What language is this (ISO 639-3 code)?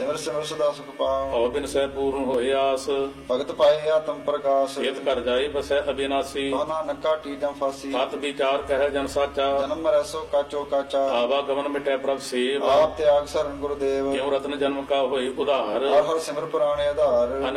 pan